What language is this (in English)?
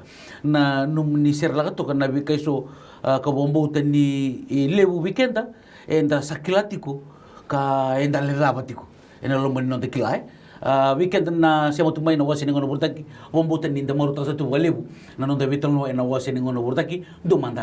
Fijian